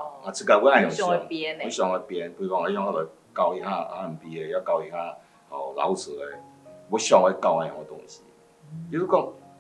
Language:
Hakka Chinese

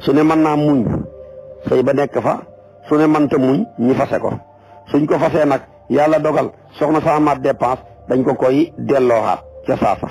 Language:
Wolof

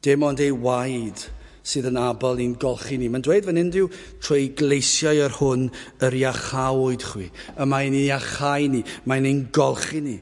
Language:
Welsh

